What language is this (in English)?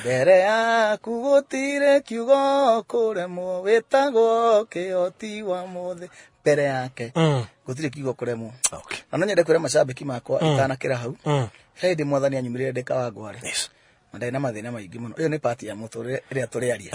Kikuyu